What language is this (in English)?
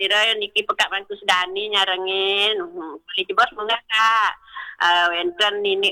Balinese